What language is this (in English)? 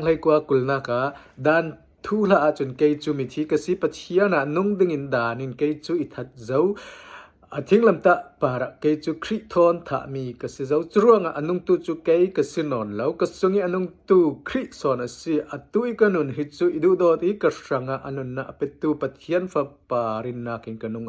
Falam Chin